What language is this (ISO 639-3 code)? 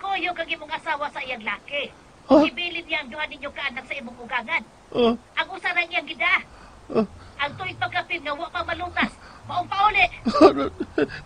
ceb